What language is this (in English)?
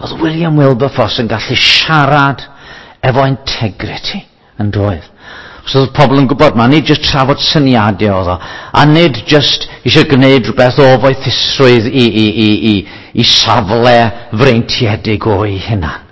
Welsh